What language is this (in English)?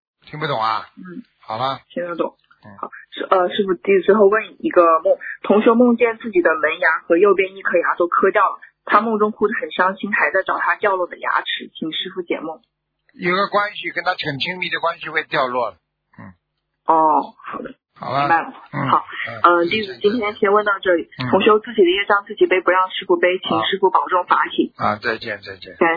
Chinese